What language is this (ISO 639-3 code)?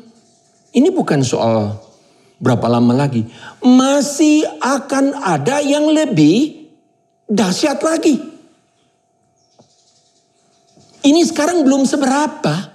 ind